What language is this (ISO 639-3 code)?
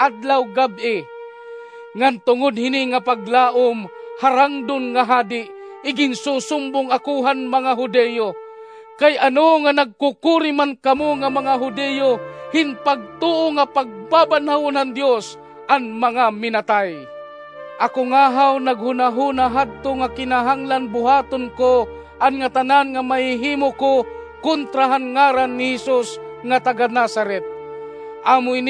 war